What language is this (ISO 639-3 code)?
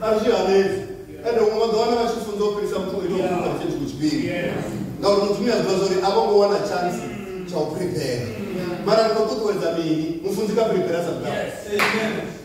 ven